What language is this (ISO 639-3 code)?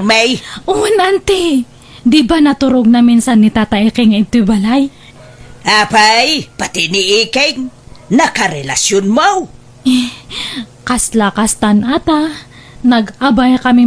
ilo